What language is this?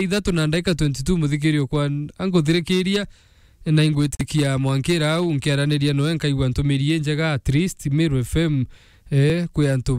Meru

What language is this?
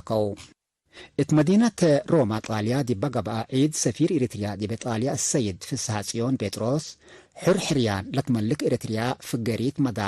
Tigre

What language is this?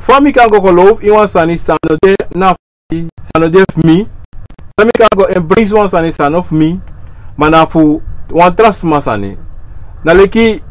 Sranan Tongo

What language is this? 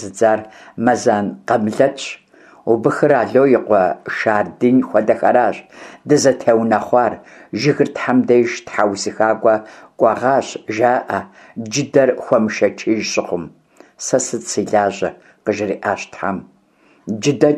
Kabardian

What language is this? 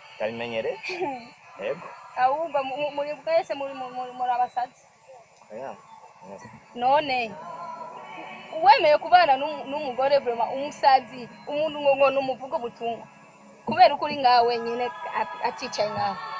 Rundi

